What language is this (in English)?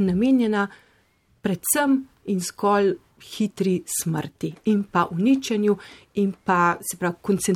Slovenian